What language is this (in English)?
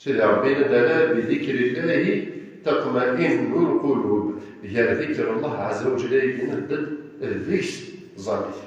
Kabyle